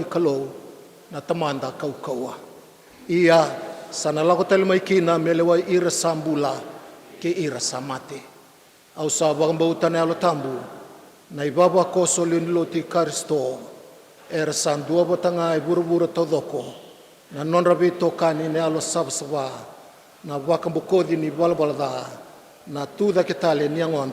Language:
Fijian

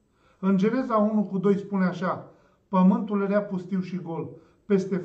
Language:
Romanian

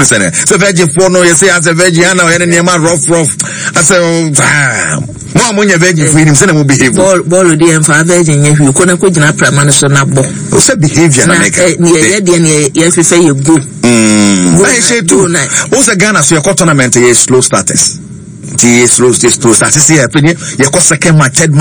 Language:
Akan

